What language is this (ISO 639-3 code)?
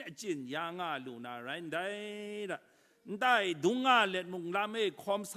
kac